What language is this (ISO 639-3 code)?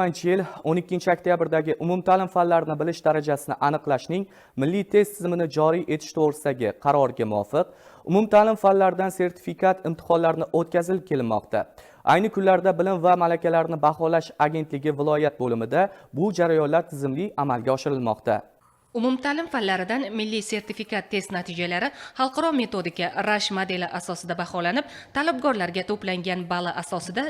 uzb